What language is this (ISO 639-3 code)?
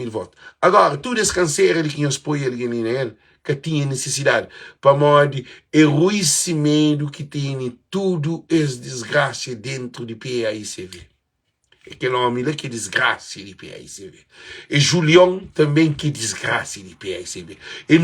kea